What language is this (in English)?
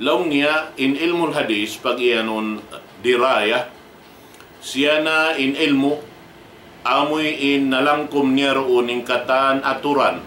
Tausug